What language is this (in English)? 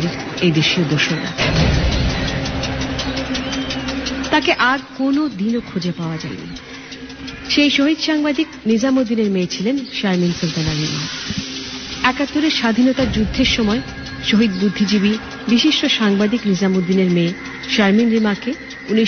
Bangla